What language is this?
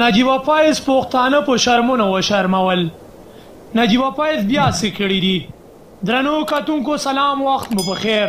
Pashto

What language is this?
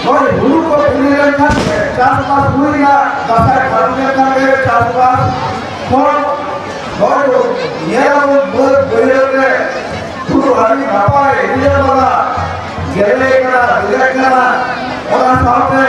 Santali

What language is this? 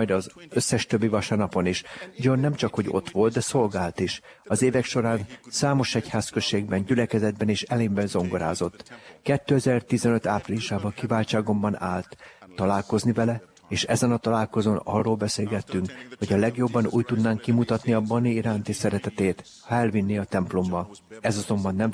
Hungarian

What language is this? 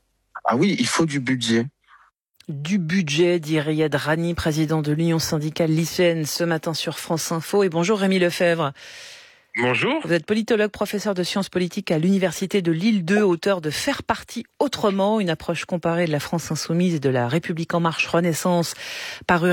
French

